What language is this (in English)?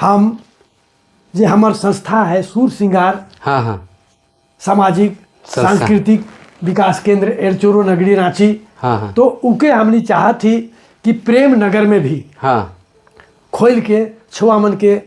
Sadri